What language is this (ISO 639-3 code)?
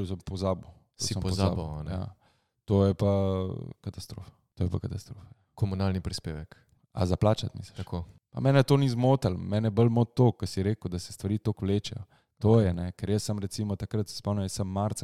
slv